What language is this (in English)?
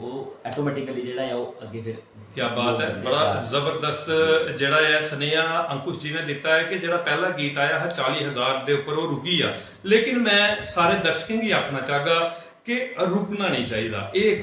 Dogri